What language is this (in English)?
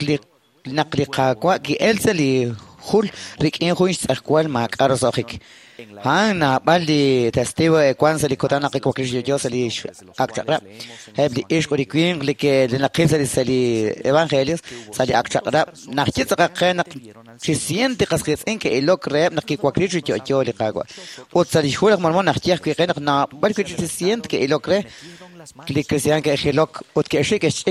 Kekchí